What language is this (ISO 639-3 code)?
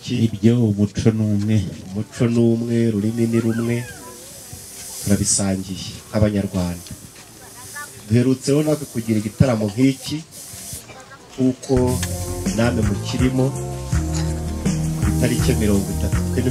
kin